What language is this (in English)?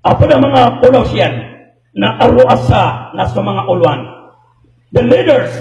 Maranao